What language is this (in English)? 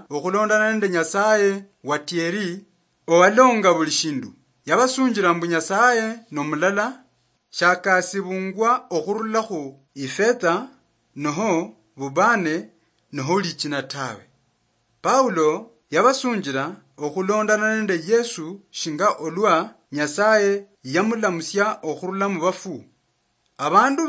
Luyia